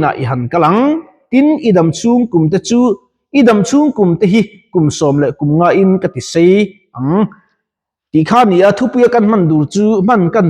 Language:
Mizo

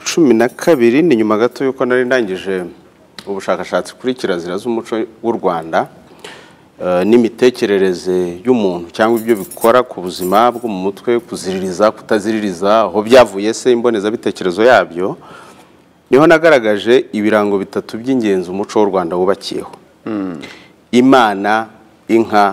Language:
Kinyarwanda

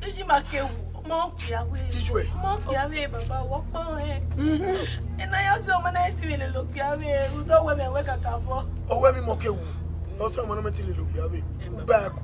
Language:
Bini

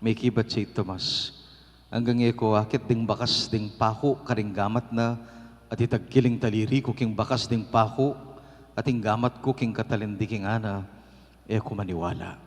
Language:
Pampanga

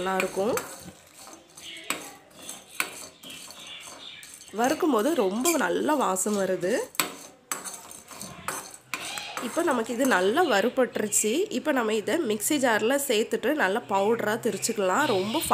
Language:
Tamil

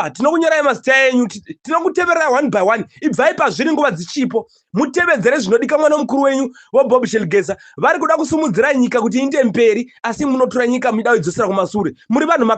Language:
Shona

